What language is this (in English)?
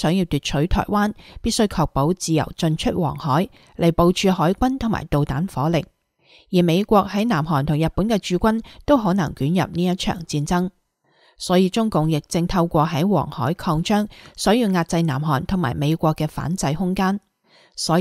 Cantonese